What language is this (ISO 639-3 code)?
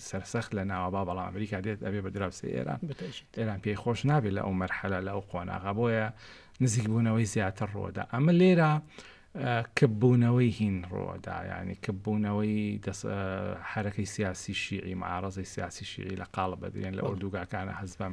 ckb